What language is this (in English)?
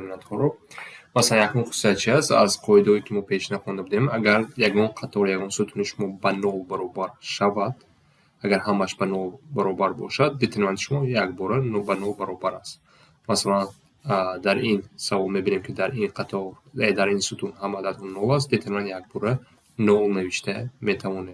Tajik